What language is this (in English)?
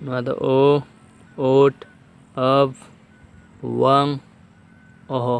Santali